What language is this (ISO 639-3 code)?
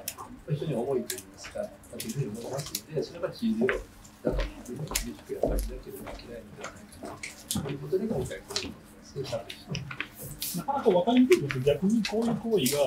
jpn